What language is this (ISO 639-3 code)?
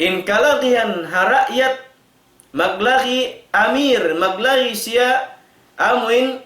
tsg